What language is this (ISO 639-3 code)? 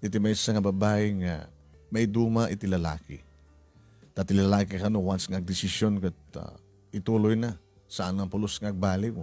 ilo